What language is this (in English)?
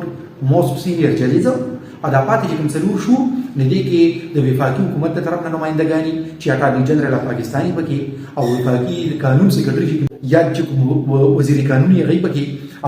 Pashto